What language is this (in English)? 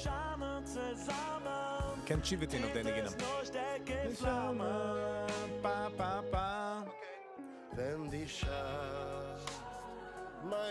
Yiddish